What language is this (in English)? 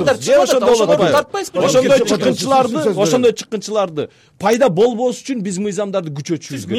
Kyrgyz